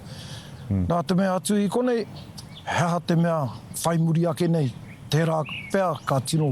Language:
Māori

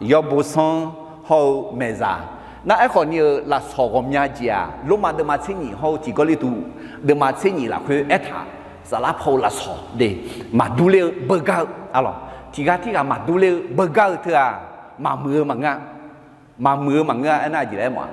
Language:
Akha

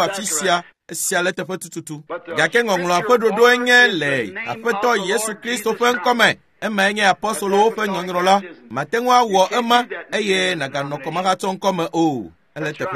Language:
Ewe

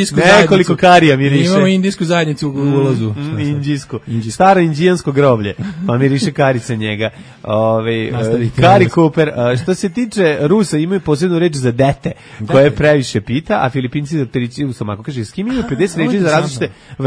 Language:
Serbian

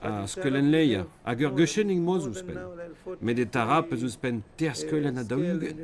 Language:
Breton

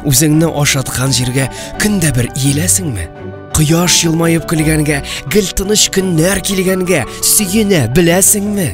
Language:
Tatar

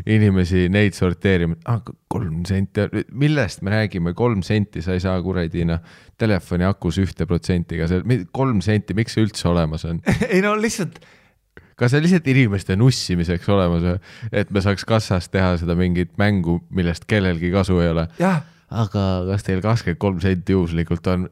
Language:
Estonian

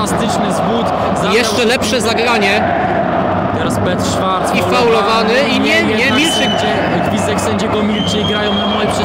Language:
Polish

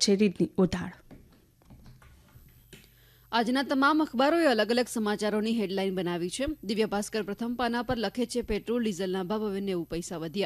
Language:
Gujarati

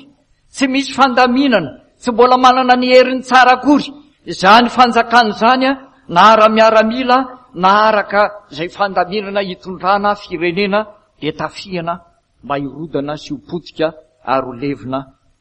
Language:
Malagasy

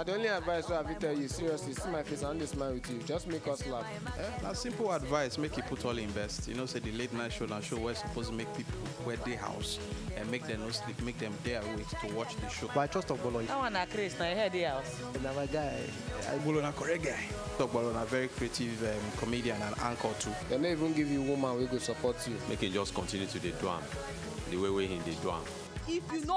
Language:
Nigerian Pidgin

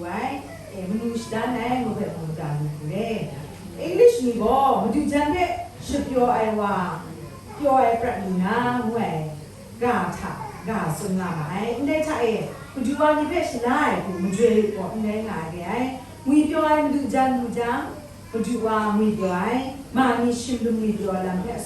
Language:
Kachin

